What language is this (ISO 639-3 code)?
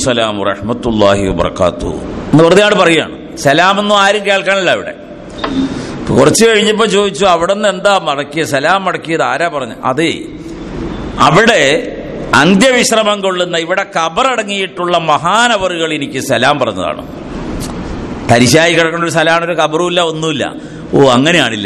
mal